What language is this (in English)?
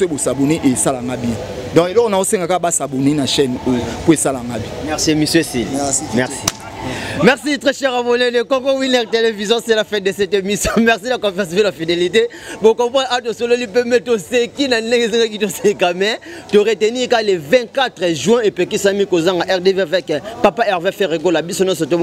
Lingala